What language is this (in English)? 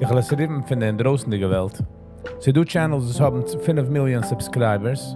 Yiddish